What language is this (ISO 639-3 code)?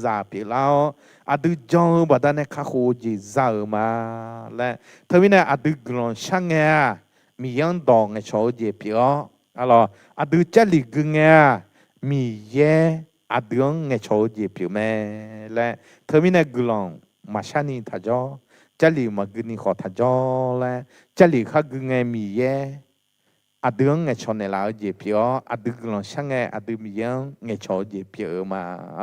ahk